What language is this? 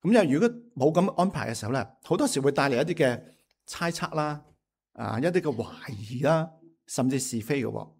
Cantonese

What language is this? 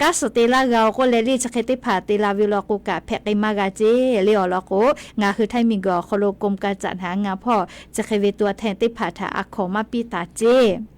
Lahu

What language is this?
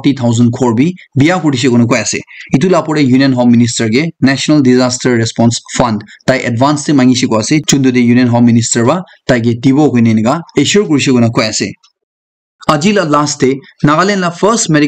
Naga Pidgin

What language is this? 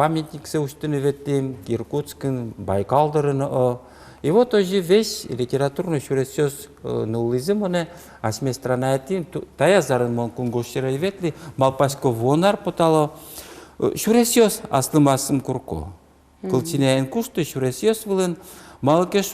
Udmurt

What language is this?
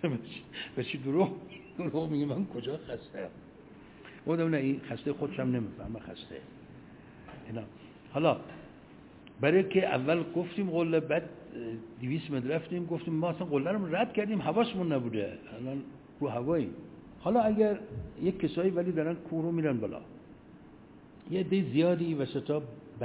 Persian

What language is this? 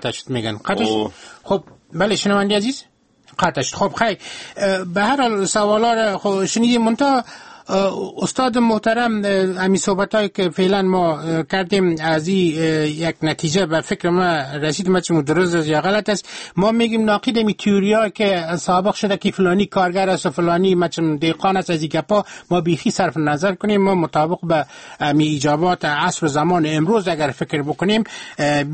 Persian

